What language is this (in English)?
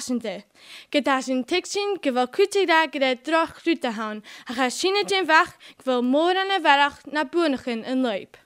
Scottish Gaelic